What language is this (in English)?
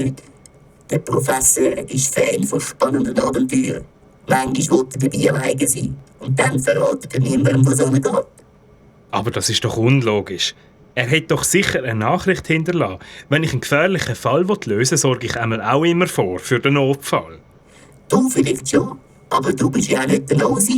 Swiss German